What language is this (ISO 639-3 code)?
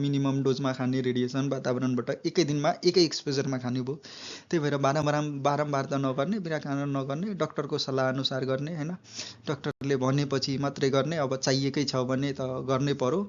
nep